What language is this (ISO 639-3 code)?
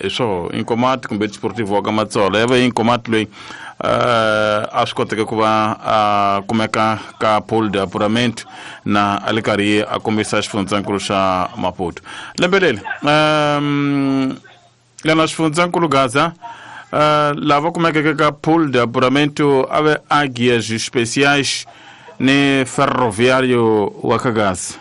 tso